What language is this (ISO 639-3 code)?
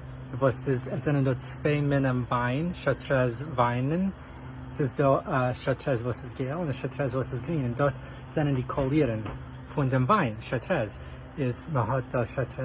yid